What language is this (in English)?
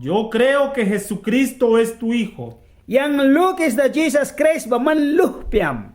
Mískito